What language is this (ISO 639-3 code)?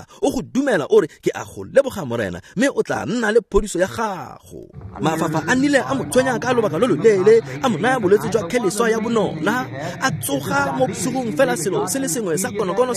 tsn